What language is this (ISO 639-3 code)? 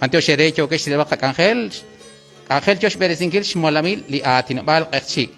kek